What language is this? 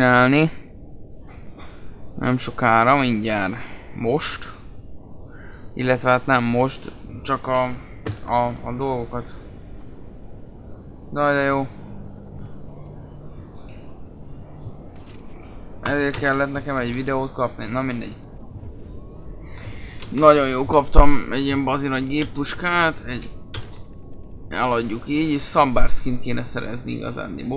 Hungarian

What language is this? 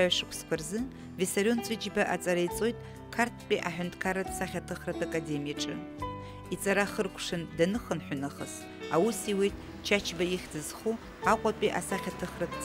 Abkhazian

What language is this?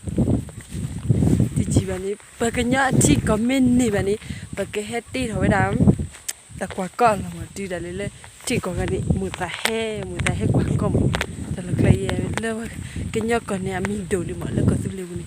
S'gaw Karen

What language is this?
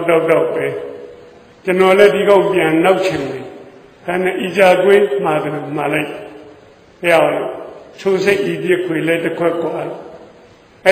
Burmese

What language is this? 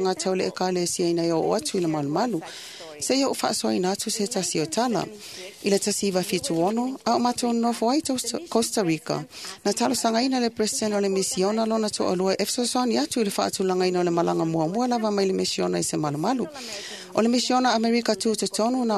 Samoan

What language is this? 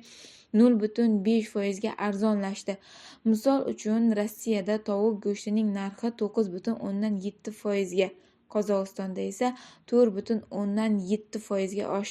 Uzbek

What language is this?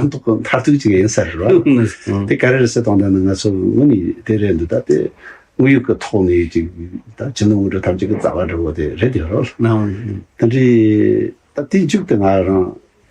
Tibetan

